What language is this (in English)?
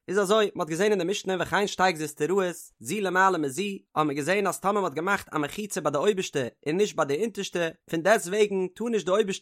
Yiddish